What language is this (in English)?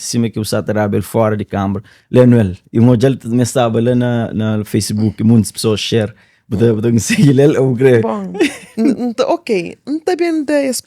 Kabuverdianu